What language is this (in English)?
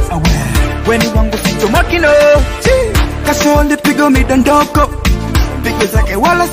Swahili